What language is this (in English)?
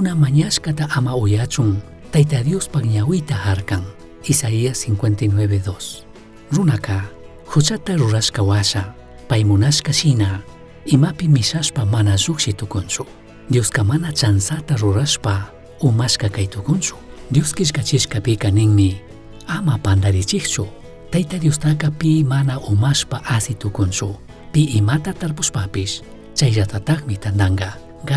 Chimborazo Highland Quichua